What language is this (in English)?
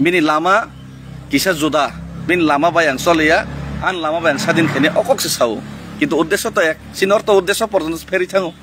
Kok Borok